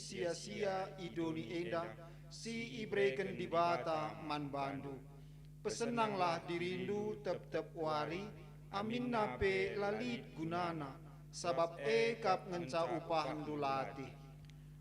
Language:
Batak Karo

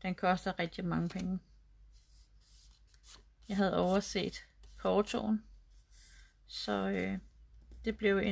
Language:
Danish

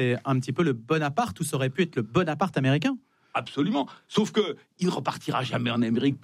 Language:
French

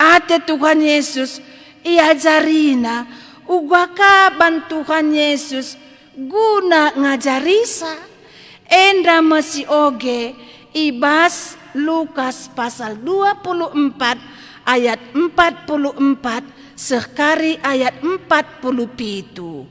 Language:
Batak Karo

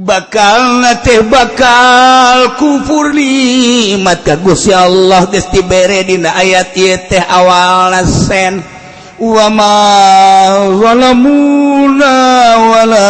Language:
Sundanese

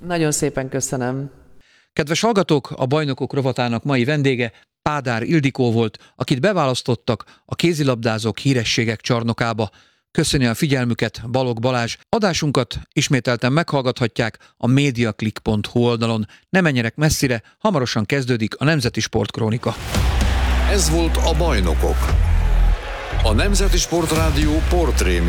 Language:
Hungarian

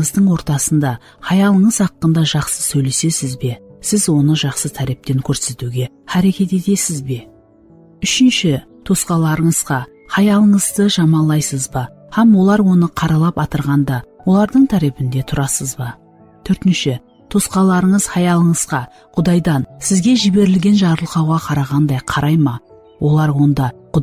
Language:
Kara-Kalpak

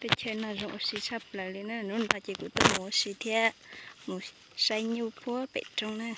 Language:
Hmong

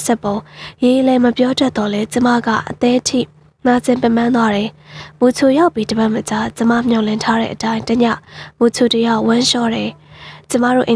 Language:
Burmese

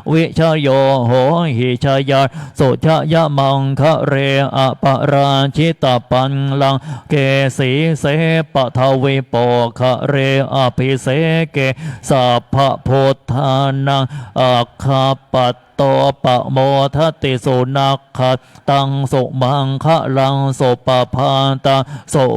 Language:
Pali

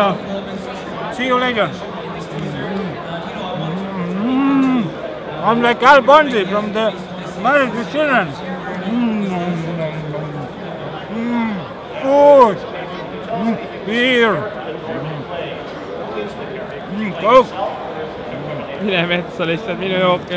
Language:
Estonian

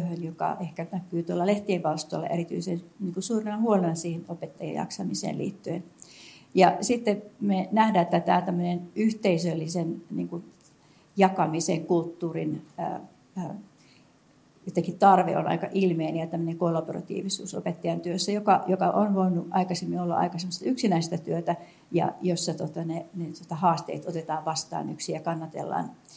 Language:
Finnish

